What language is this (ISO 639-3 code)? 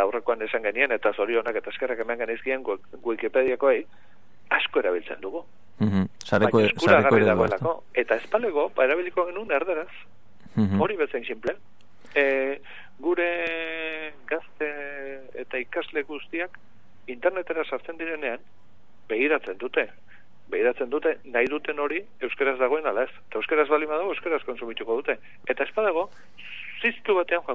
eus